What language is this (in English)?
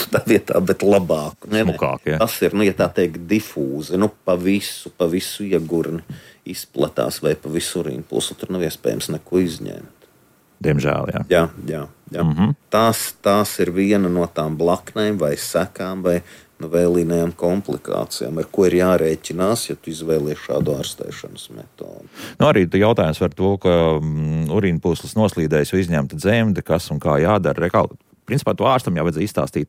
Latvian